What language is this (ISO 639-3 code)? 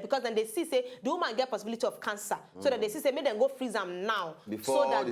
pcm